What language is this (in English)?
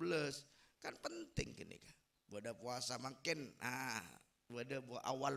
Madurese